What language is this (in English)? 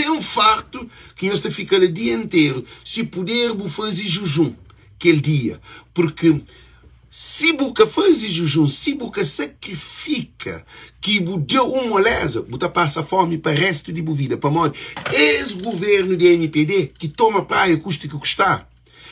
Kabuverdianu